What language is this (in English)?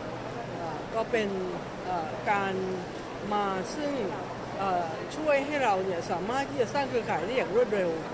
Thai